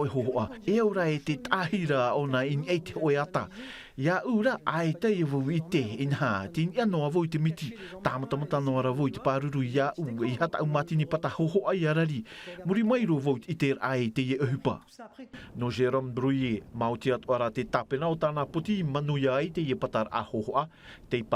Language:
Tahitian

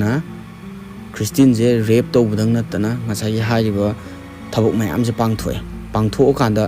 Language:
Manipuri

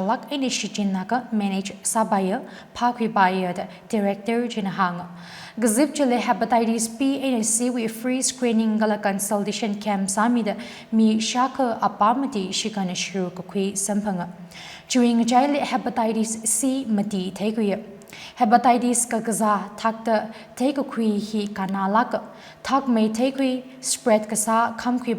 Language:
Tangkhul Naga (India)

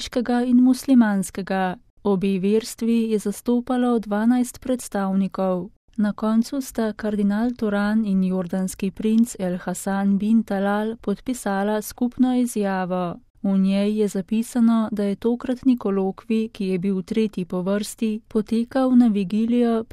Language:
Slovenian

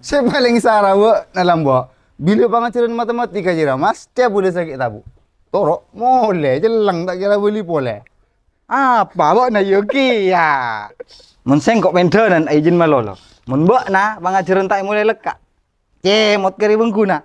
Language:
Madurese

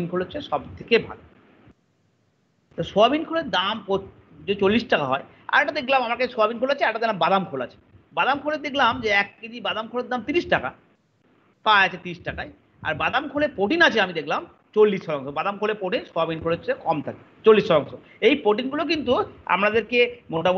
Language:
Bangla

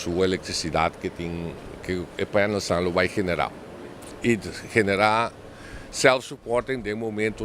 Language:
Papiamento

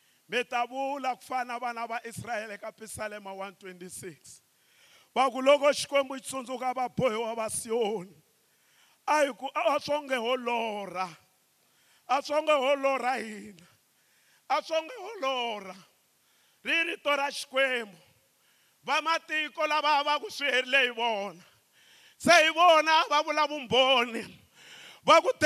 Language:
Tsonga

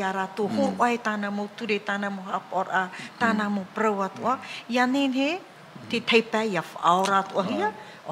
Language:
Tahitian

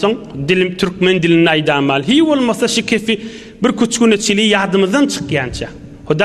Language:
Turkmen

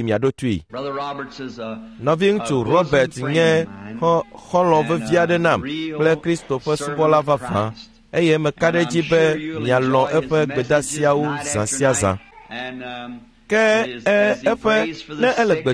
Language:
Ewe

